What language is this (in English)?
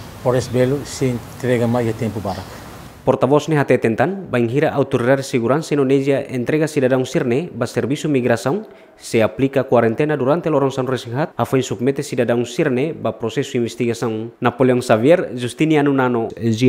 Tetum